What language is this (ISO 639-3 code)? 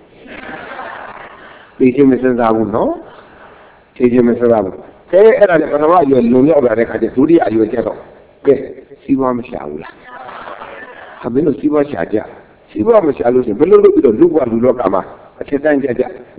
mya